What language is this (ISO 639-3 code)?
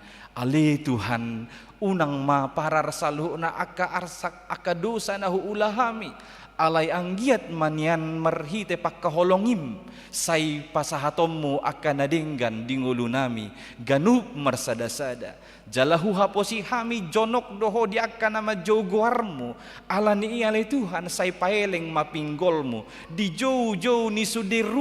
bbc